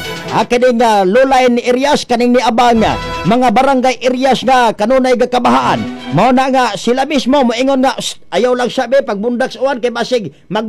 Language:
Cebuano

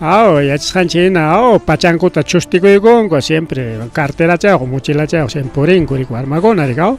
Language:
Ayacucho Quechua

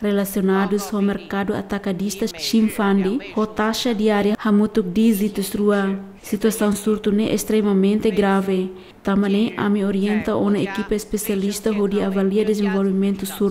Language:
Tetum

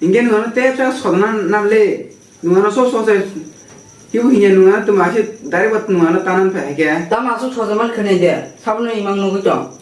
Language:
Kok Borok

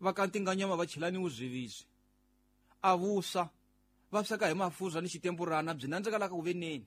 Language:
Tsonga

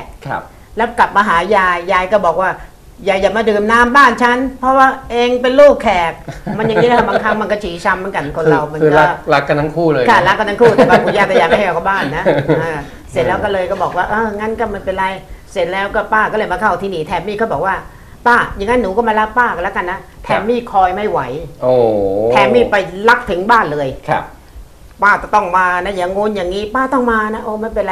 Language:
Thai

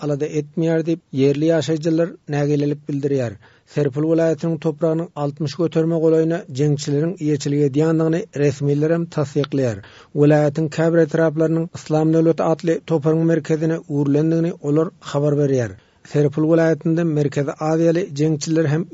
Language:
Turkmen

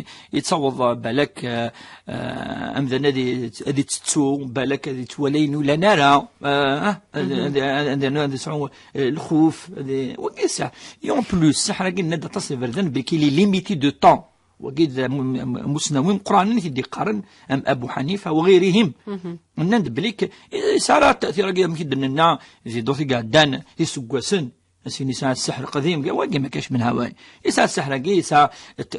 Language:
Kabyle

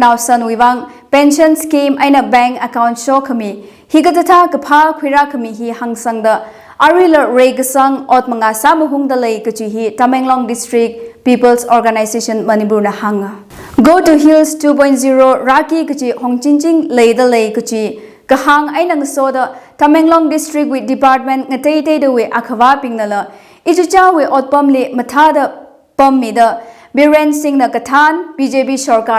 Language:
Tangkhul Naga (India)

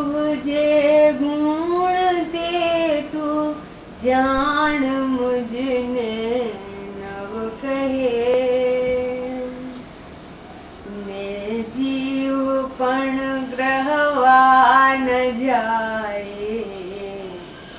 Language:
Gujarati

